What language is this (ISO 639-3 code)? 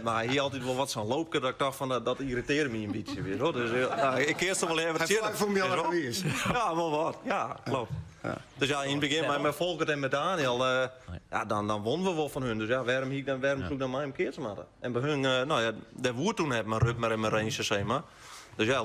fry